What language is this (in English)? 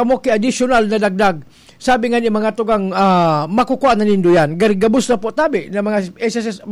Bikol